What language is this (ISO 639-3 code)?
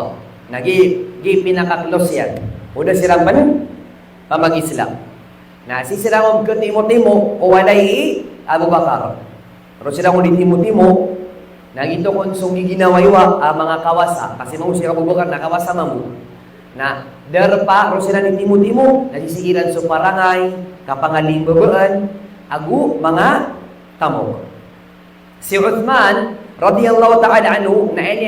mrw